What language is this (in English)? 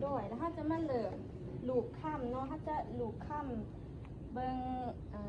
Lao